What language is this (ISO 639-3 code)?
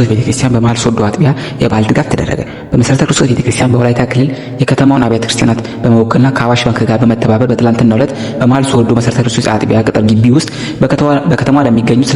amh